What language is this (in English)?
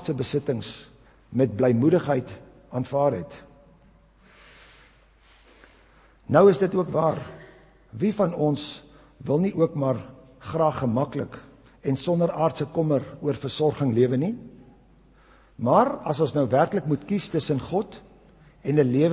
Afrikaans